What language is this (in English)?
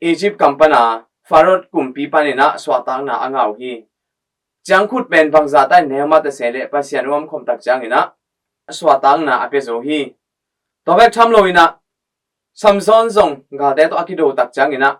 Tedim Chin